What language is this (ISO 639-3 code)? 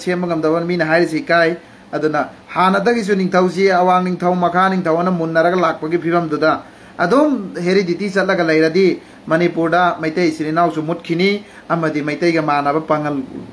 mni